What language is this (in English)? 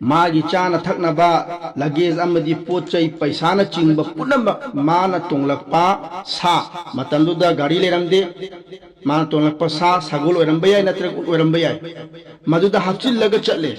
Manipuri